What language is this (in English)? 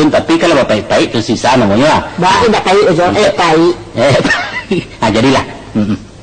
Minangkabau